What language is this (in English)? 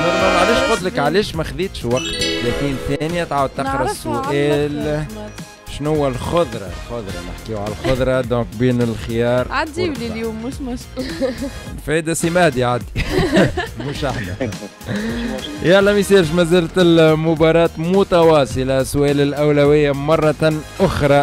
Tunisian Arabic